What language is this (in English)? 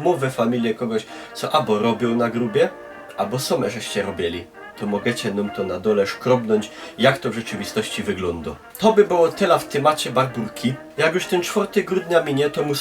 Silesian